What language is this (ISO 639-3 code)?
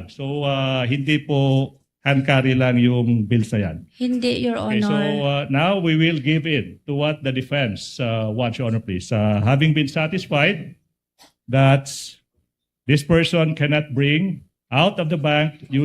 war